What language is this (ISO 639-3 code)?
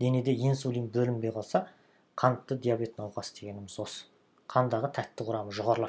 kaz